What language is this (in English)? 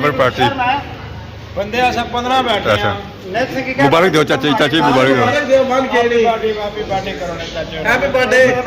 Pahari-Potwari